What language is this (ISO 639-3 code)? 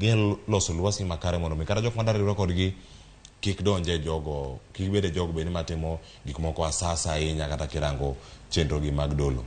luo